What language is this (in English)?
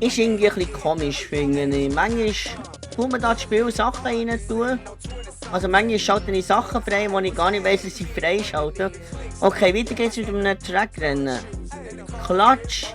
Swiss German